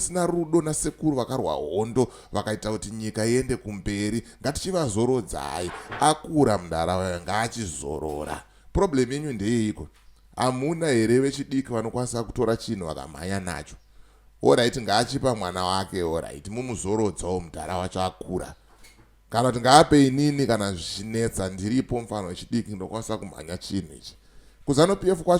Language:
Shona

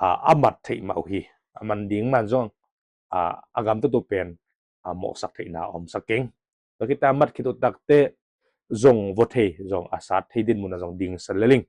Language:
Tedim Chin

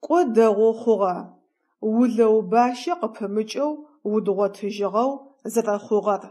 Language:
Adyghe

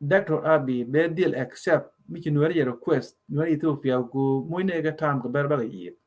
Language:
Nuer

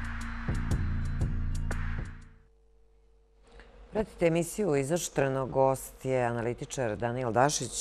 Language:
Serbian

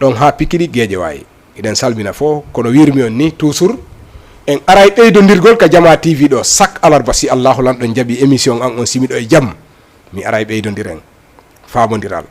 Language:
Fula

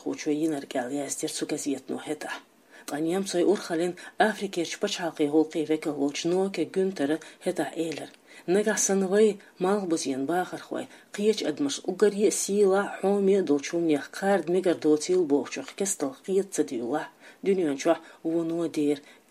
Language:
Chechen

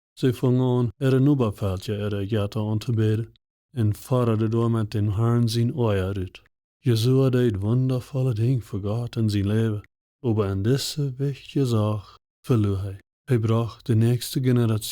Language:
Plautdietsch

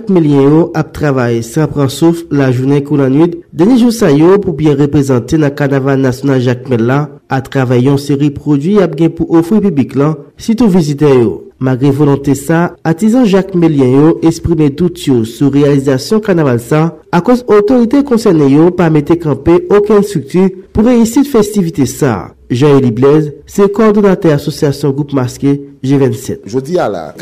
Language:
Haitian Creole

